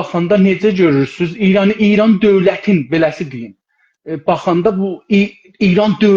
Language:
South Azerbaijani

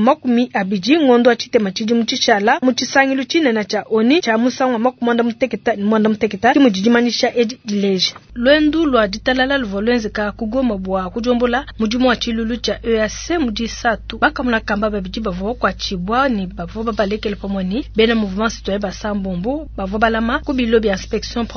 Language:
Luba-Lulua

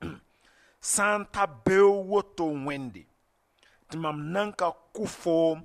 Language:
Mossi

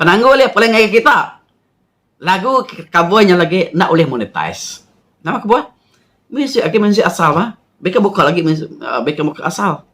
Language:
Iban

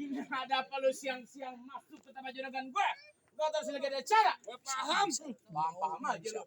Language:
Betawi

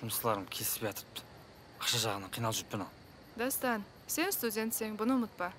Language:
Kara-Kalpak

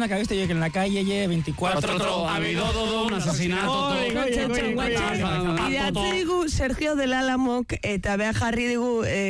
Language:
Basque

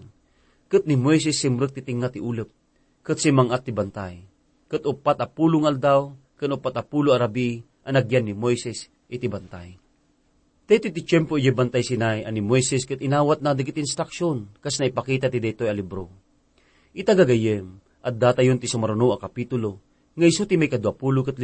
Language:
Iloko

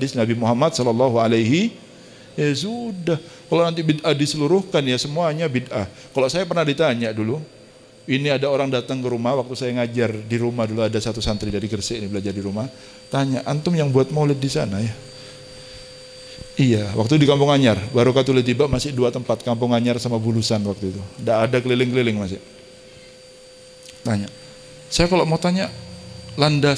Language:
Indonesian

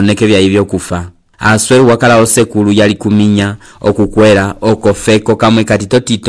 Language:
Umbundu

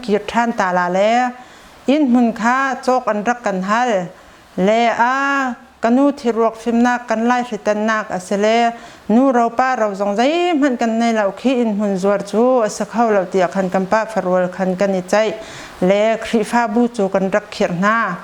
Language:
Hakha Chin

